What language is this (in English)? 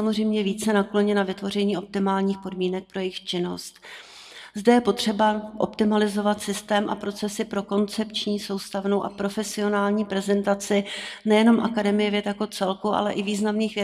Czech